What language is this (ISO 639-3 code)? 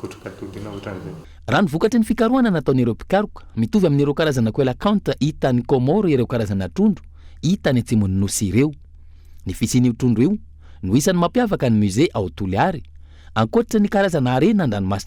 mlg